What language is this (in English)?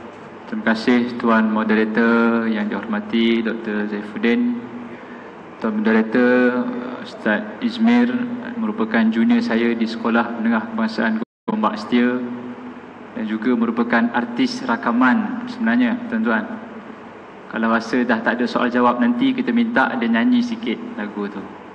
Malay